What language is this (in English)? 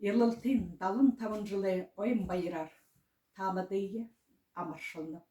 Buriat